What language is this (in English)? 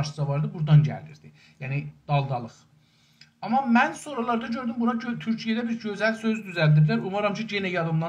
South Azerbaijani